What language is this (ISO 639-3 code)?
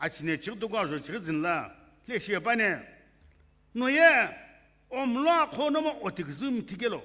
nsm